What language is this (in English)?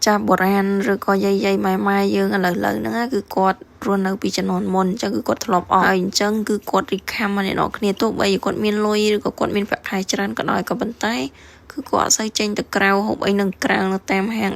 Khmer